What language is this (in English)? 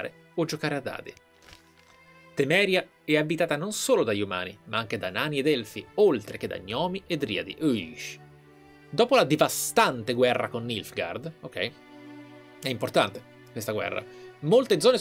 Italian